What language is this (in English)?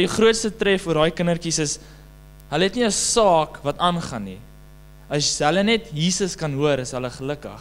Afrikaans